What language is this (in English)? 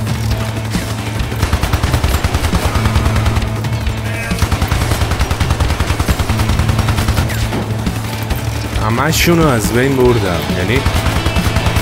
Persian